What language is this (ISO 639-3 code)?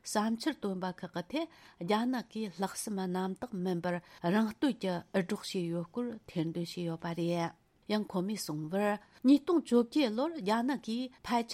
bod